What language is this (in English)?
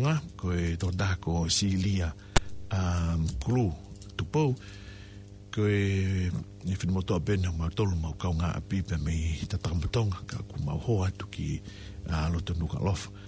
Tongan